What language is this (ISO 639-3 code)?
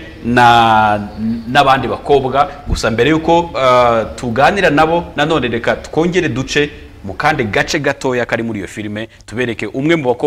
kin